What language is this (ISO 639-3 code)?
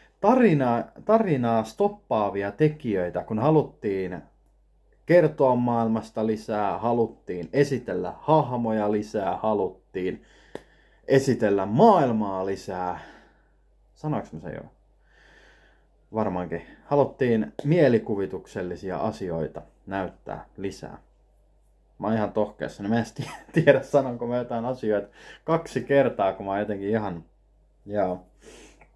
fin